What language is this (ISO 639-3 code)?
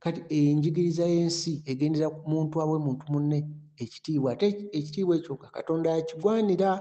lug